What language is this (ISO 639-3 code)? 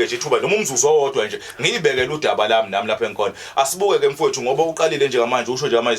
zul